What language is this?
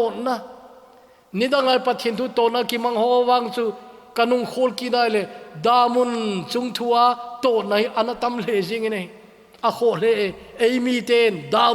Thado Chin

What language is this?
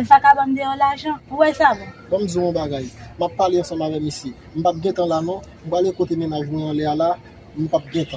Haitian Creole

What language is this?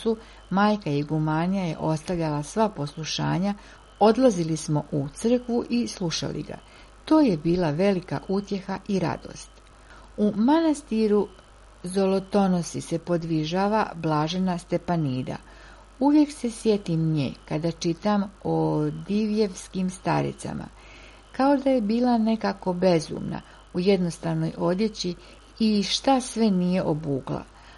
Serbian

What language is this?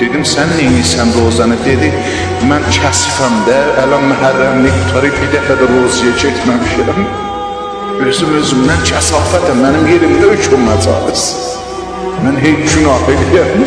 South Azerbaijani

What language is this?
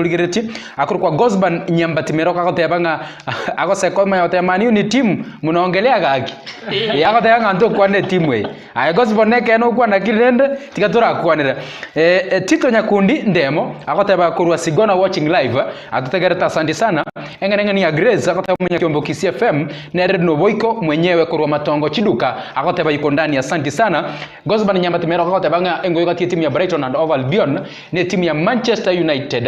Gusii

